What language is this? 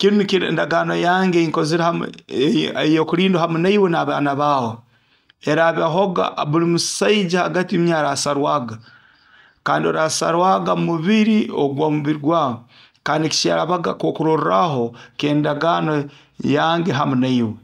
Nyoro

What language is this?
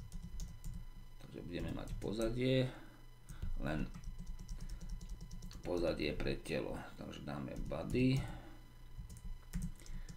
Slovak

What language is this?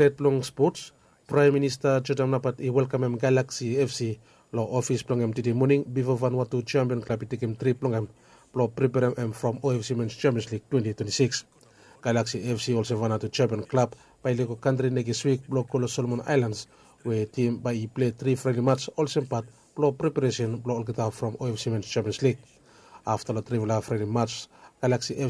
Bislama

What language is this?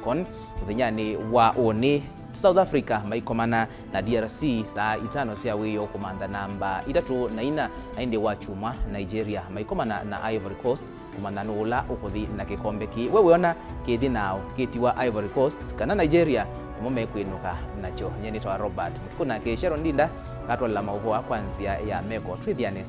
Kamba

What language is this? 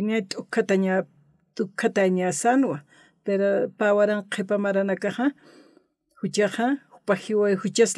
Aymara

